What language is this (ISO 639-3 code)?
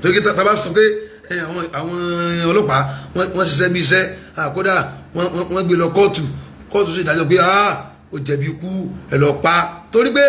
yor